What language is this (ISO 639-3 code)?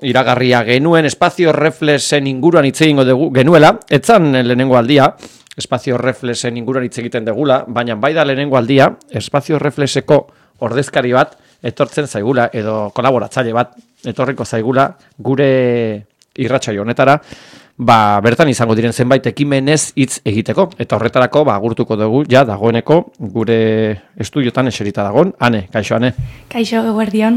eus